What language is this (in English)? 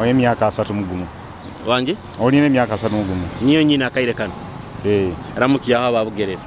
Nyoro